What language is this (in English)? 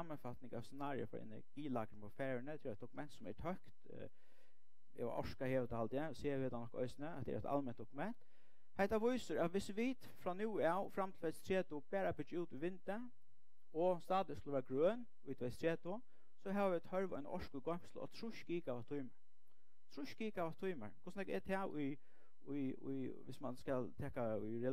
Faroese